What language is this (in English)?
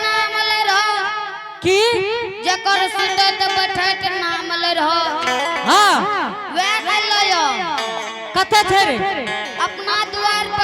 Angika